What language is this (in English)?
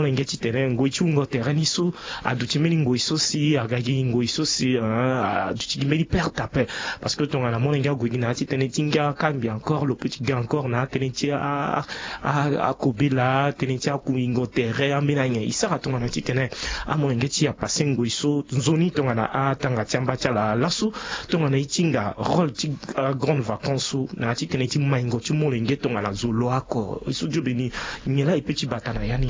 Sango